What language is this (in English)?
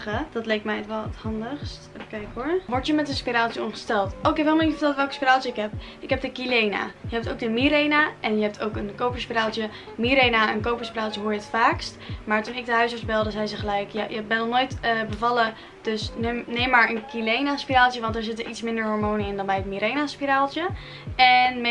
Dutch